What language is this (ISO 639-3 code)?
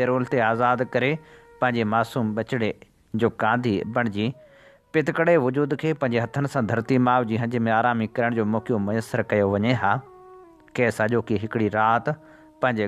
snd